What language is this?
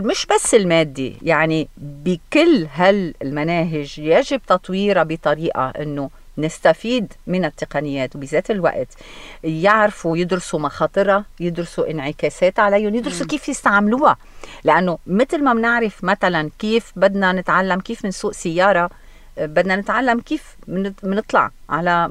North Levantine Arabic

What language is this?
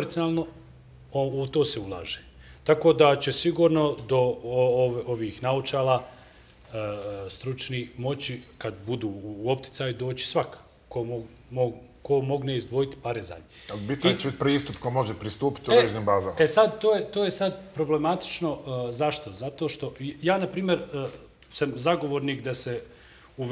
Bosnian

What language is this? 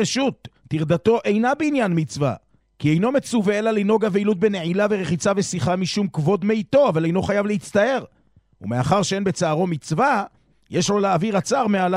Hebrew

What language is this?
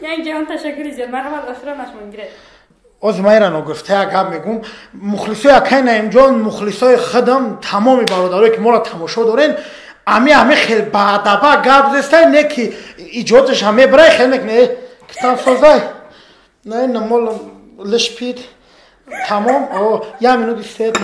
Tajik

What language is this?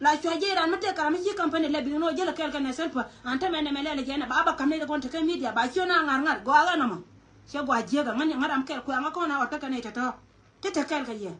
Nuer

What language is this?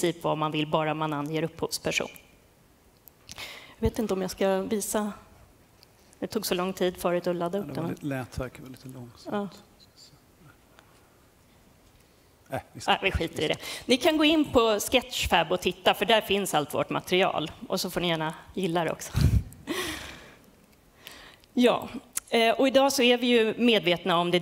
Swedish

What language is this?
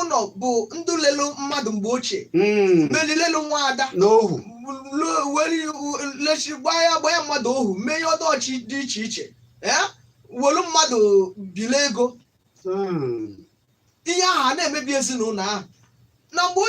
Igbo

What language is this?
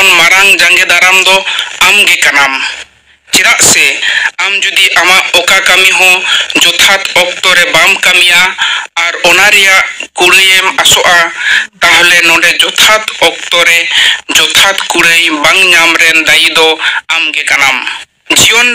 Santali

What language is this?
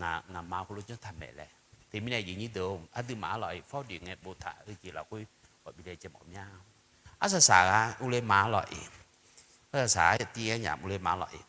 Akha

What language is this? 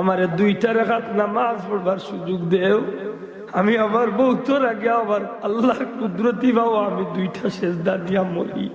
Sylheti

